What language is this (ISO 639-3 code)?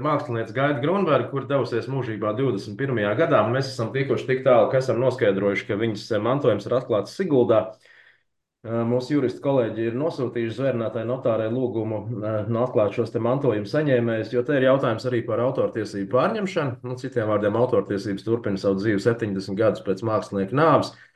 lav